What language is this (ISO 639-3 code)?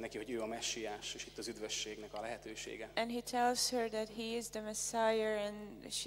hun